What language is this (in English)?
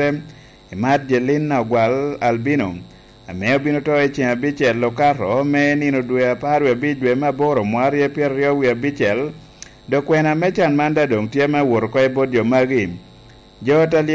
Lango (Uganda)